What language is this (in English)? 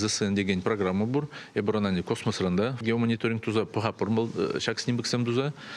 Chuvash